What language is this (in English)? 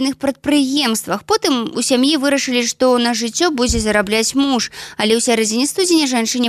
Belarusian